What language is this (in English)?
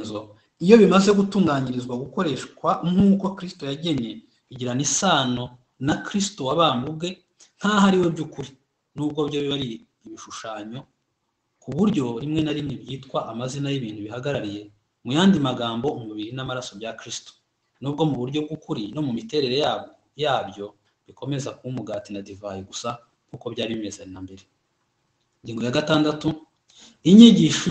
Kinyarwanda